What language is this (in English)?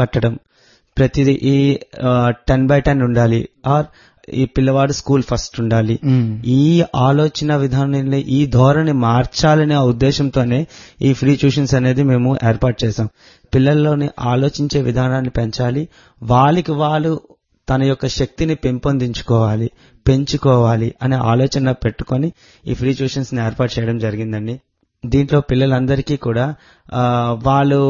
Telugu